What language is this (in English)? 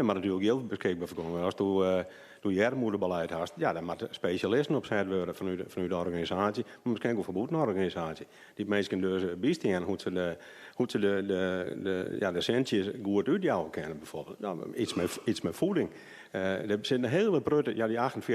Western Frisian